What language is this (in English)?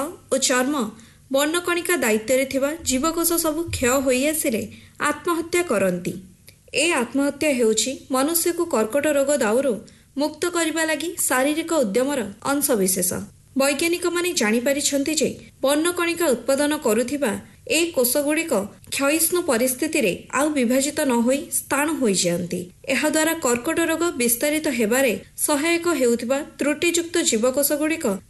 Odia